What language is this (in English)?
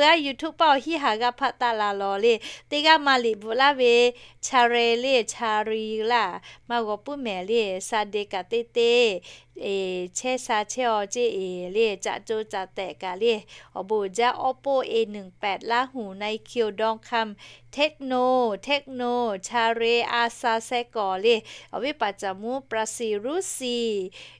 Lahu